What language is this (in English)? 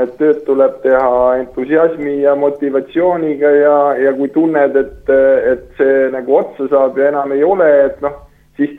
Estonian